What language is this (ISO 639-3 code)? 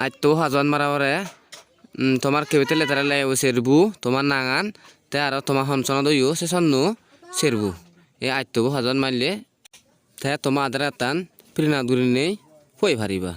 ccp